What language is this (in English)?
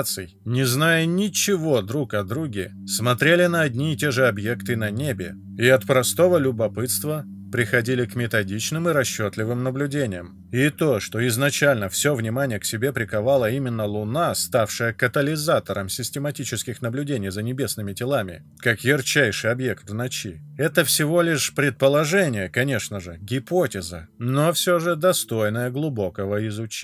Russian